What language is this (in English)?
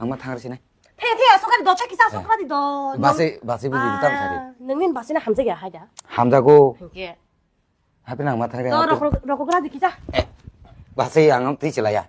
Kok Borok